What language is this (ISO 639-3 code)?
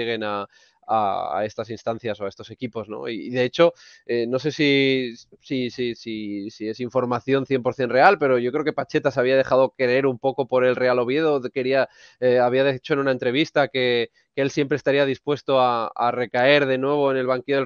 spa